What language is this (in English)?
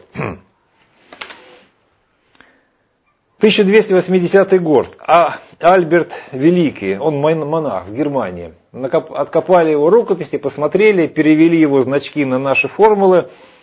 Russian